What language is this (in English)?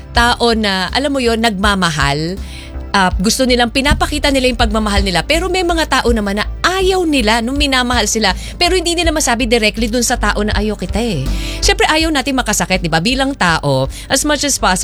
Filipino